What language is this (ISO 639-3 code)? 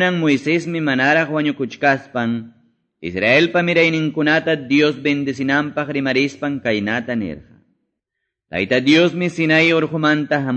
que